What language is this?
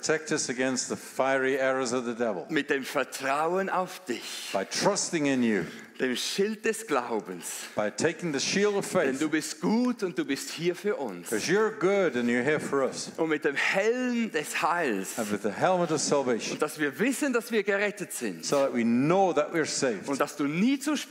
Swiss German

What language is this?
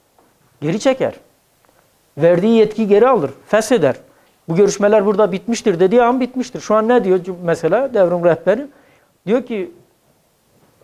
Turkish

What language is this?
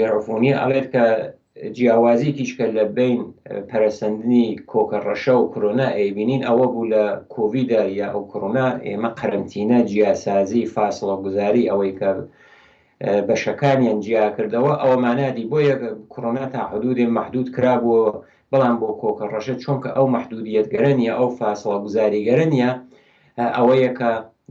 Central Kurdish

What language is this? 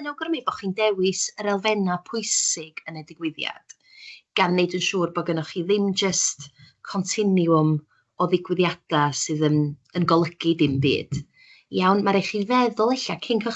Welsh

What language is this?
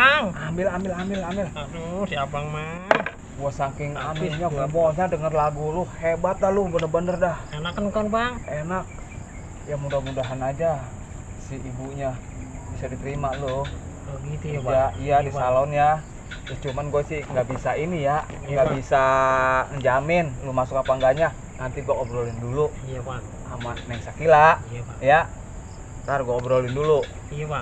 Betawi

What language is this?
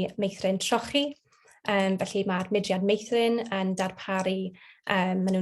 Welsh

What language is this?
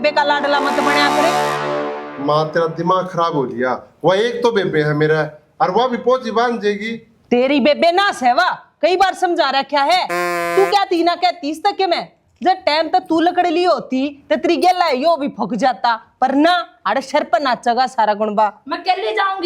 Haryanvi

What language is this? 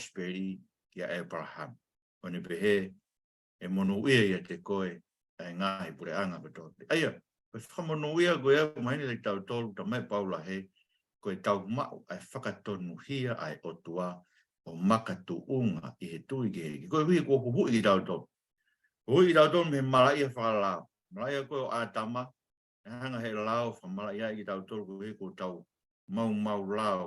Tongan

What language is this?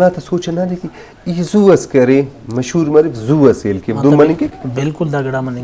Brahui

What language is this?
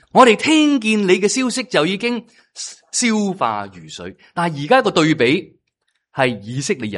Cantonese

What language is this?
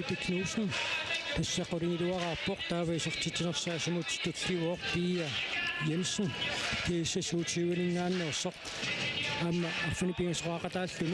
Kalaallisut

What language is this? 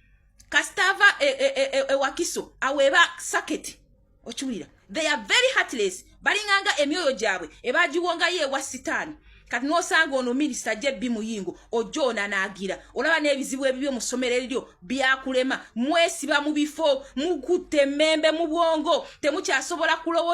Ganda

